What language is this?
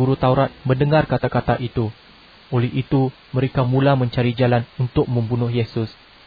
Malay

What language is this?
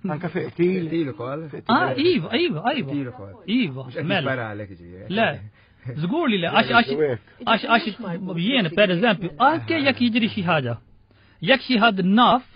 Maltese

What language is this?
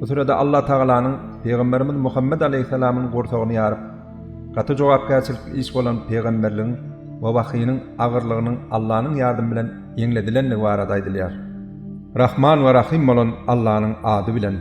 Turkmen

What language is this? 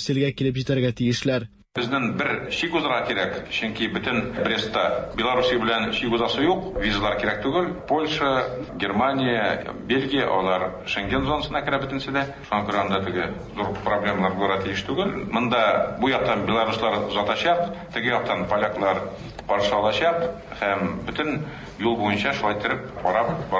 Tatar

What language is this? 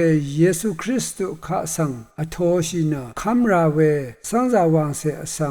Rawang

